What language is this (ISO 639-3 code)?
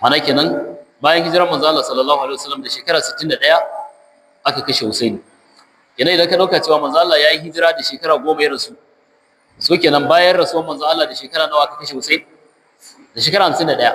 hau